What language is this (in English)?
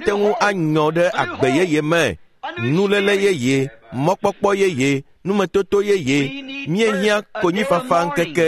Ewe